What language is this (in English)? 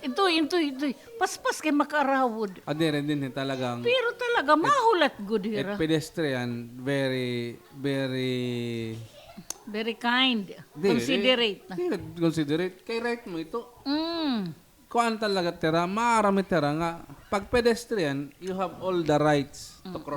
Waray